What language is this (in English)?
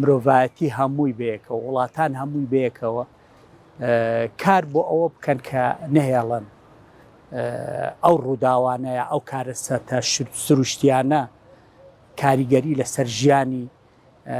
Central Kurdish